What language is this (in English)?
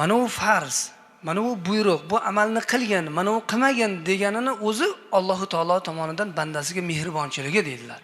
Uzbek